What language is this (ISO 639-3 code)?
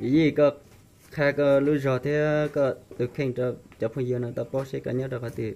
hmn